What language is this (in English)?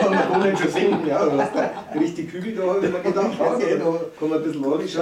Bavarian